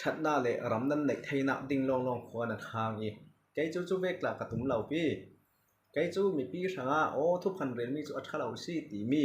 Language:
Falam Chin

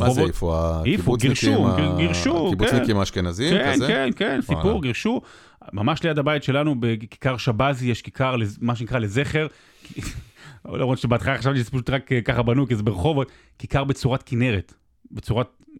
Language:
Hebrew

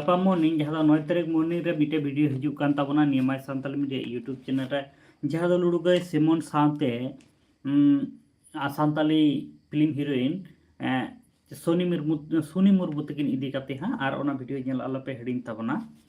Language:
Santali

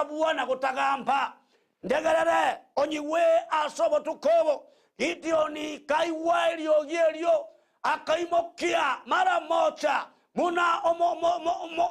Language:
Gusii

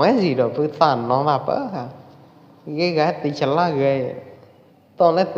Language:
Pwo Eastern Karen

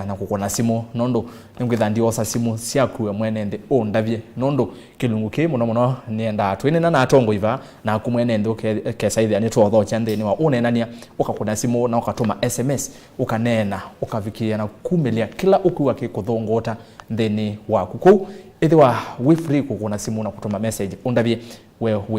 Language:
Kamba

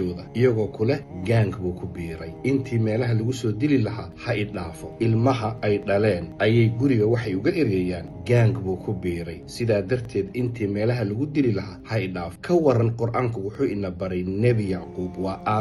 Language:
Somali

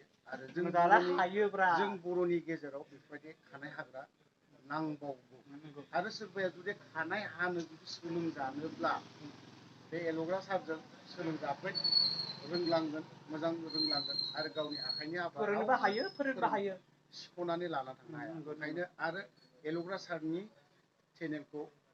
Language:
Bodo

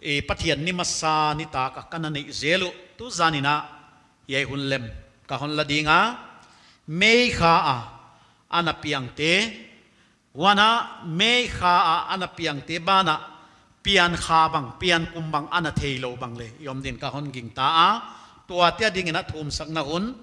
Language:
Paite Chin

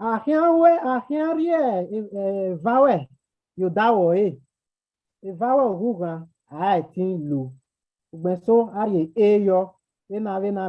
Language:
Bini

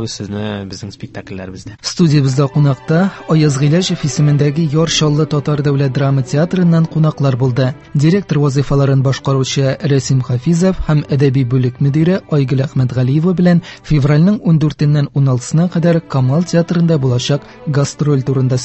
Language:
Tatar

